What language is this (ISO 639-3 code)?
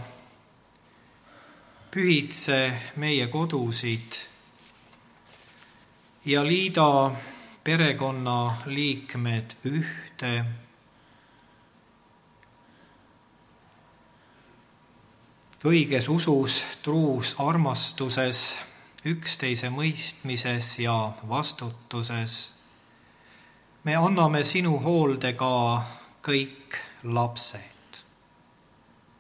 est